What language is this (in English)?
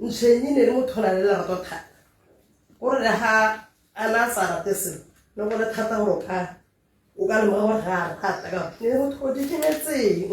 Tswana